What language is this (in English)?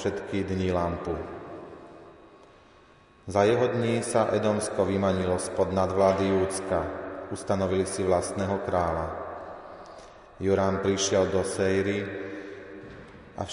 Slovak